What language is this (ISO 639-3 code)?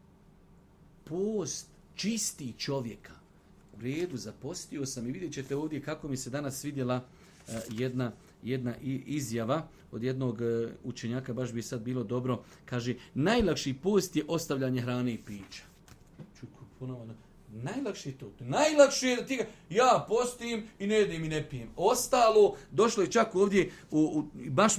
bos